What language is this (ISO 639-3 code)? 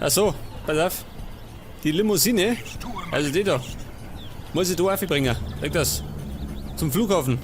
bar